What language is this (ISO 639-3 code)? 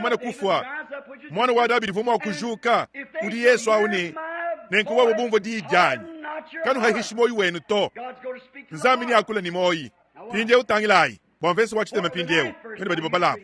lua